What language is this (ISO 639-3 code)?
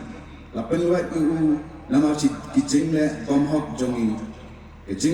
kha